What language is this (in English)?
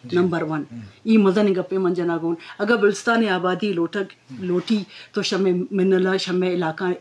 Eastern Balochi